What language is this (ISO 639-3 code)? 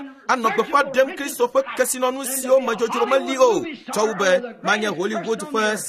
ewe